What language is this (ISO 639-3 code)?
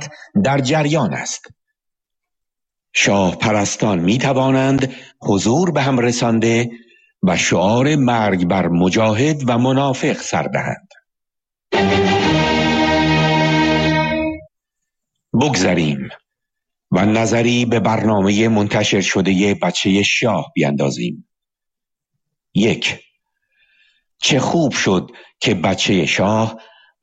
fas